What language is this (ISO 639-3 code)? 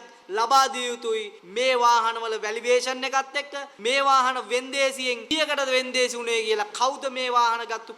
sin